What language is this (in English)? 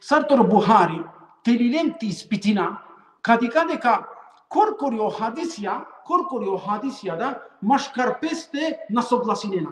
Balkan Romani